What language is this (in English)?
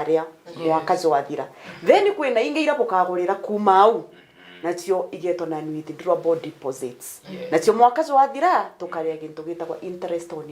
Meru